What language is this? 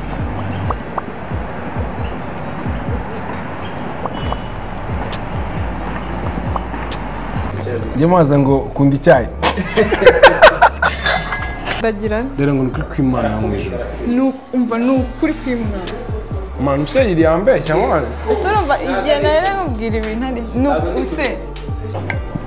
Kinyarwanda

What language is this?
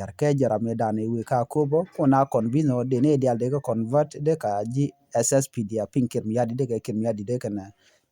Nuer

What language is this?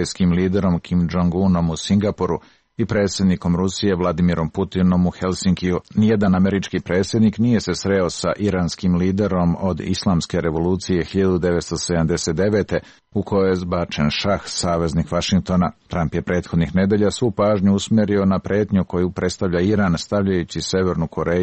Serbian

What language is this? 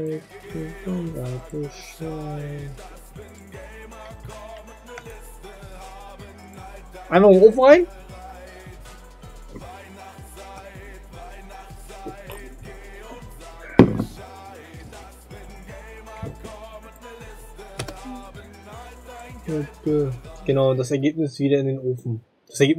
German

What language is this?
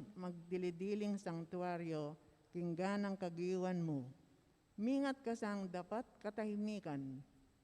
Pampanga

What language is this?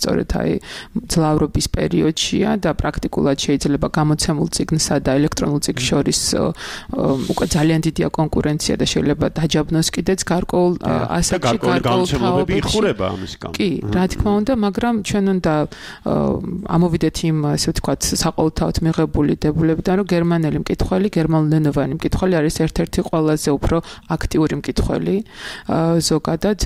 Georgian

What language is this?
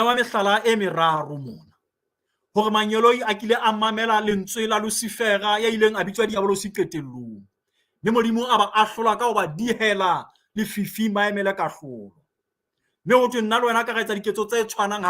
Southern Sotho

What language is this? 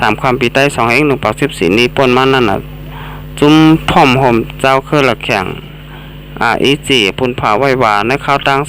Shan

